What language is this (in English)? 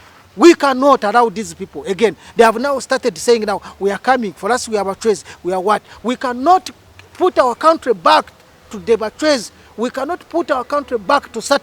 Ganda